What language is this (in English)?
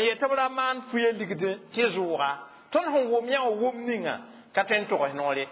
Mossi